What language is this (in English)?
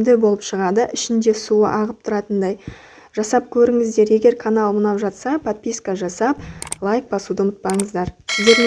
Kazakh